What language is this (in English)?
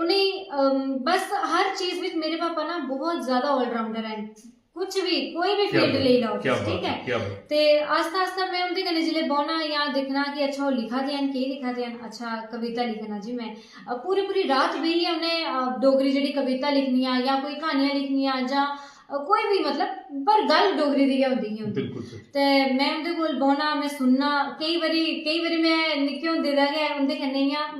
Dogri